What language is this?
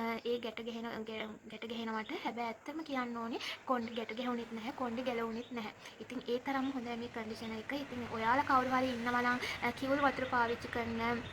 Sinhala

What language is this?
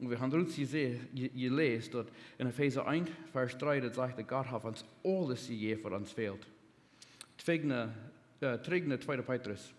Plautdietsch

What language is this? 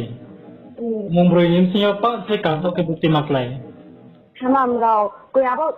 Riang (India)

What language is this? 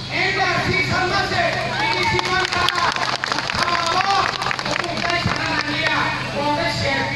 Kok Borok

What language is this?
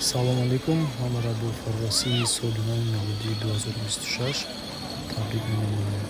Tajik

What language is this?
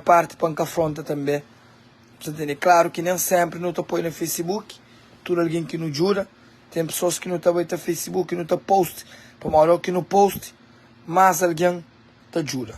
Kabuverdianu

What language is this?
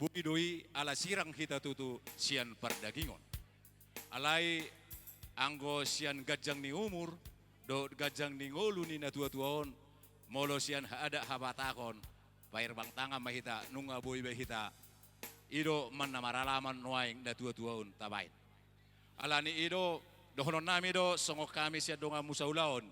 Batak Toba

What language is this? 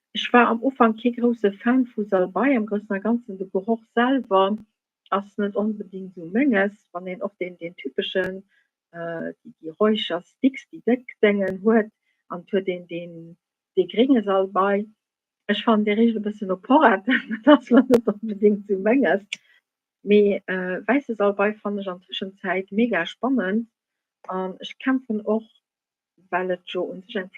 Luxembourgish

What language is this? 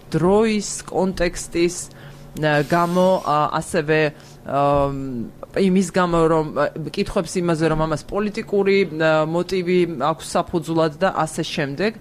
Georgian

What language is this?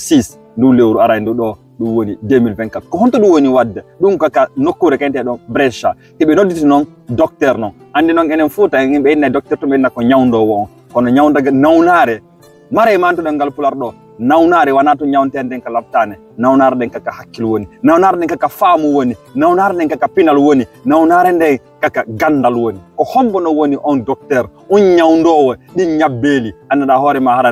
Fula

